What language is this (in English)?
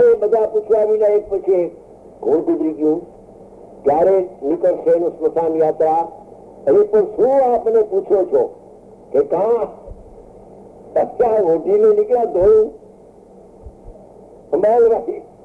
Gujarati